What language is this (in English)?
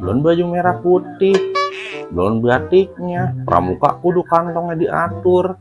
Betawi